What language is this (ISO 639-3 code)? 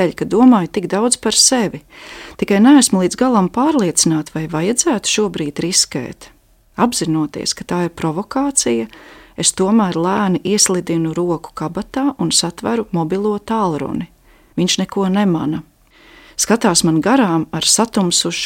lav